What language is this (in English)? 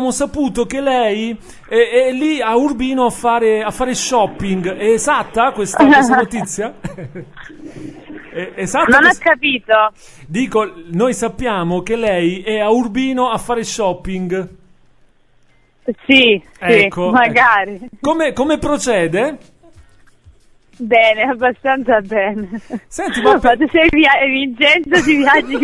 Italian